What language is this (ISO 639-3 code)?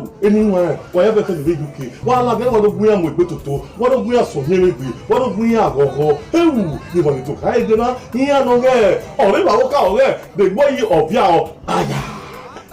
pcm